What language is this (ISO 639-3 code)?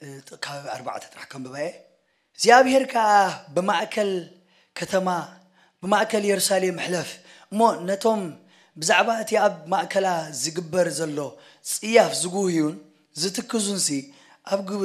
tir